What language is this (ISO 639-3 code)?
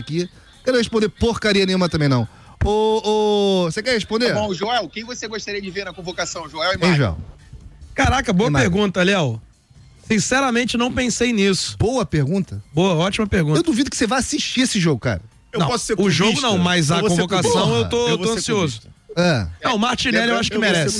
por